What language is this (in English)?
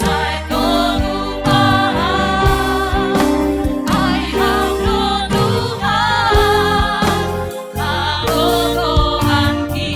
Batak Simalungun